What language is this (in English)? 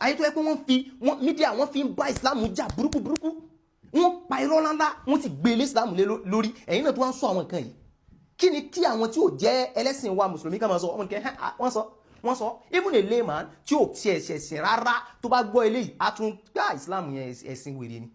Yoruba